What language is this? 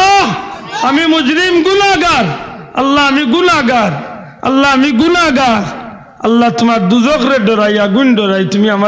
Sylheti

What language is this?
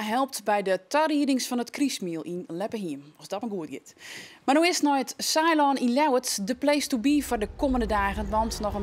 Western Frisian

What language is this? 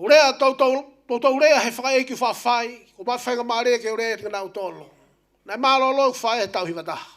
Tongan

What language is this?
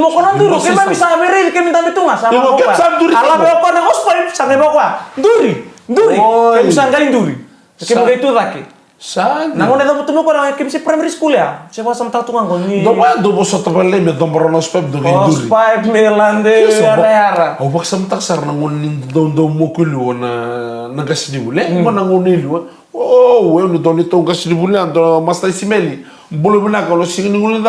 Fijian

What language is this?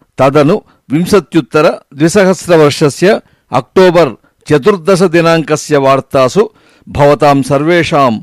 Sanskrit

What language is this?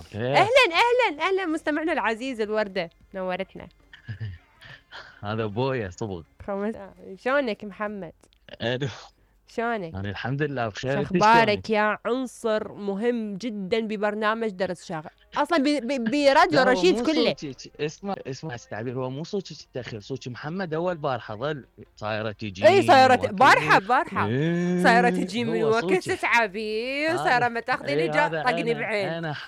Mesopotamian Arabic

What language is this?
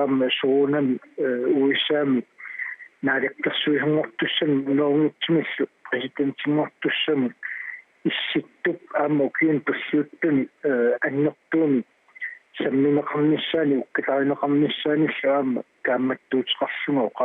Kalaallisut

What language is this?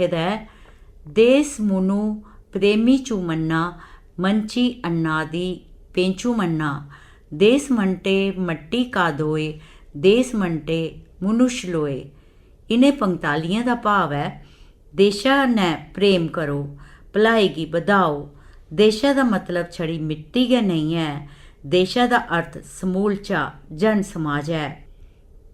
Dogri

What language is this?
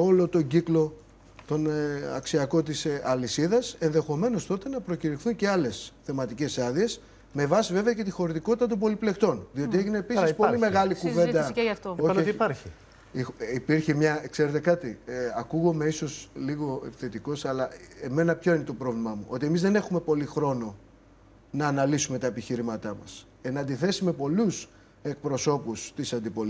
Greek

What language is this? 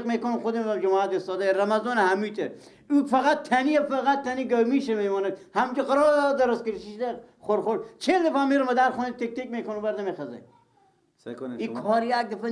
Persian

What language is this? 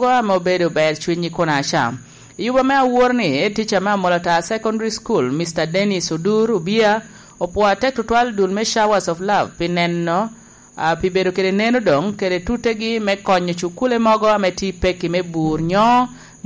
Lango (Uganda)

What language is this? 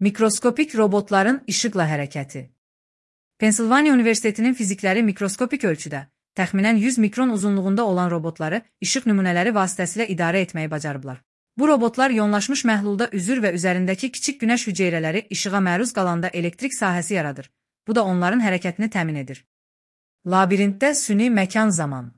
Azerbaijani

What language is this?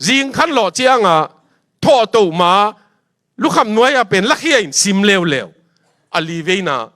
Tedim Chin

